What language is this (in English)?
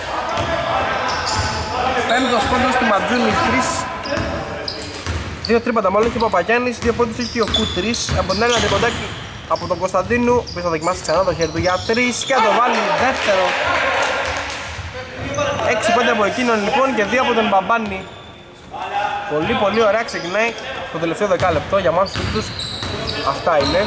Greek